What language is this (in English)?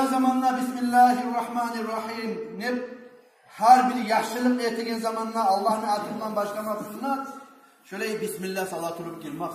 Kumyk